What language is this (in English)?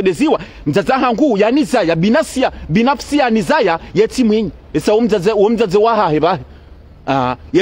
Ngazidja Comorian